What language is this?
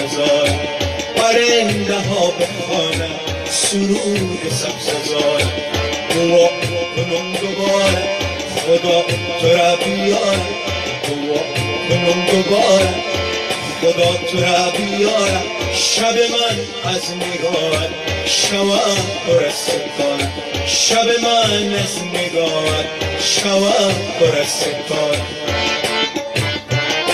Persian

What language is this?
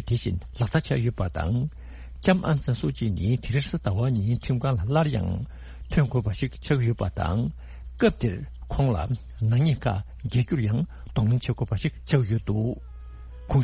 Tibetan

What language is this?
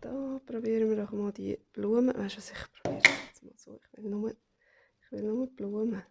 Swiss German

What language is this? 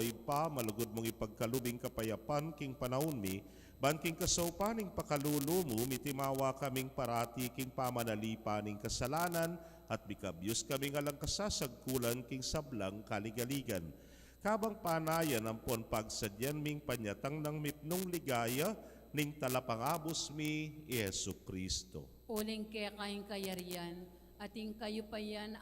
Pampanga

